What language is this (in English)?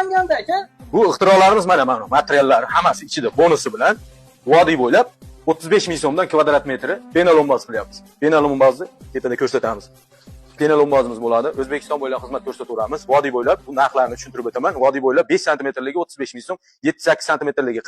Uzbek